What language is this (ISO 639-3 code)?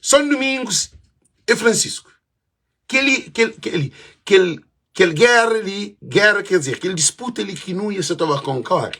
kea